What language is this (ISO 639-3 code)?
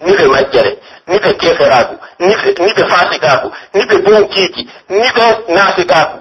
fuf